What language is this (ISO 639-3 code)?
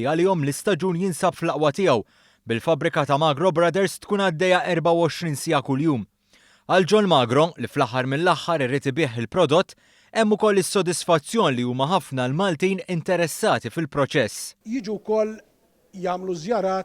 mlt